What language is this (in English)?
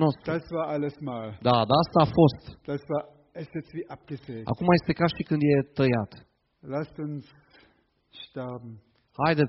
Romanian